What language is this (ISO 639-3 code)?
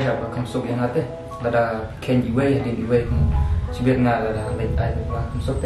kha